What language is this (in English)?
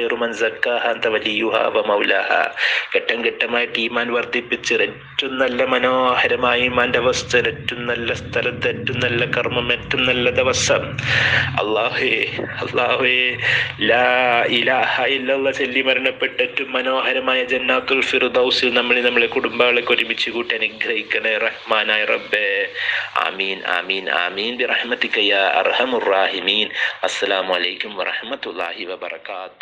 Malayalam